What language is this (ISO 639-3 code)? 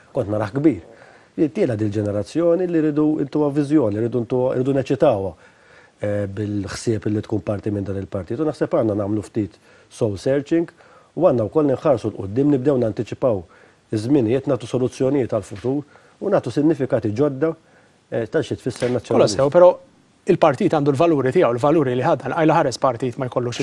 mlt